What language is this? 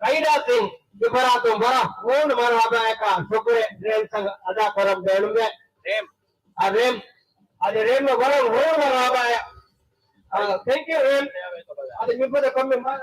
Divehi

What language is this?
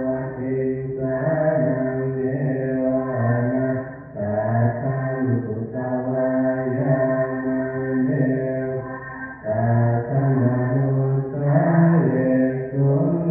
Pali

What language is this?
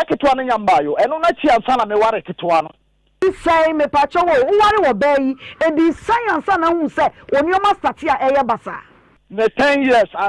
Akan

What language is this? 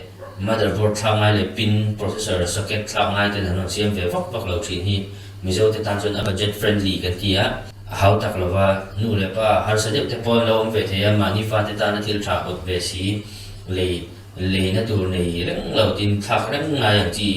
Mizo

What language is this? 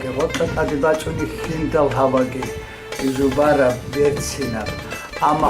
Avaric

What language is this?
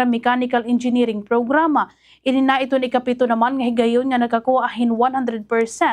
Waray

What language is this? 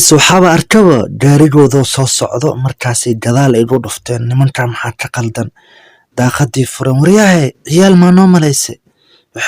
Somali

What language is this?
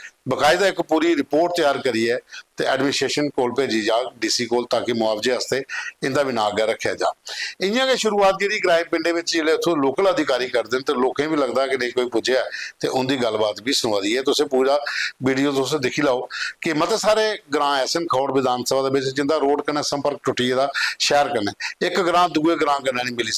Dogri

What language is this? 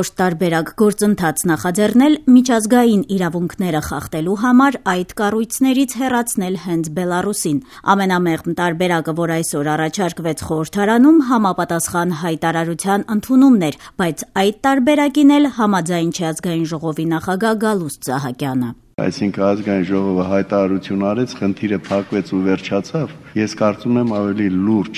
Armenian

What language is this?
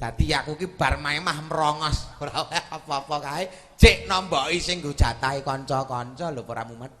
Javanese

